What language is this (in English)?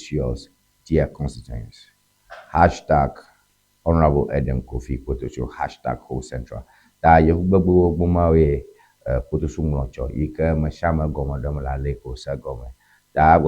Ewe